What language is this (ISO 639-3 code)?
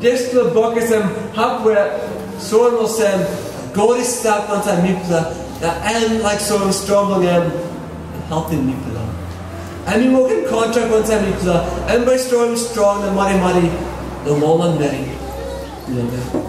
tpi